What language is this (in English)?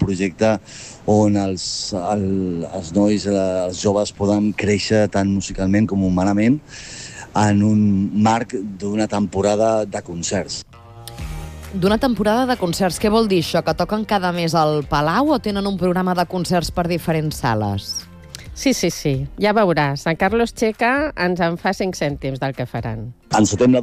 Catalan